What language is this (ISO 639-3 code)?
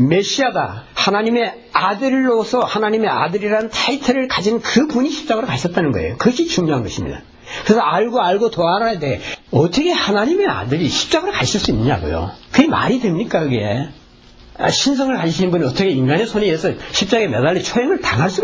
kor